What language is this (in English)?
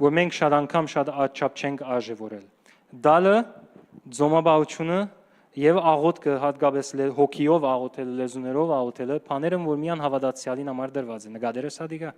Western Armenian